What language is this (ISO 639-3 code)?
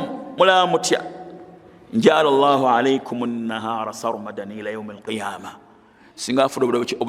lug